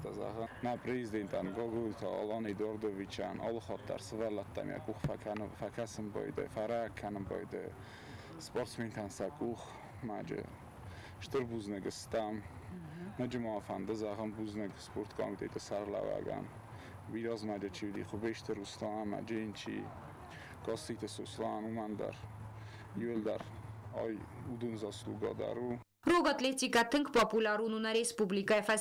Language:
Ossetic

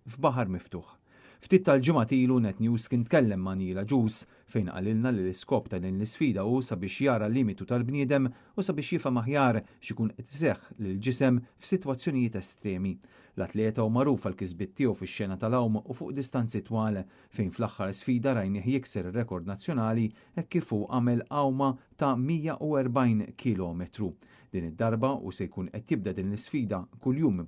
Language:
Maltese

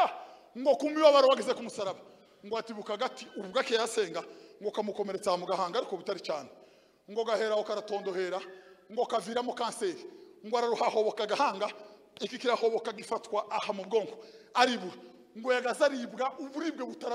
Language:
Kinyarwanda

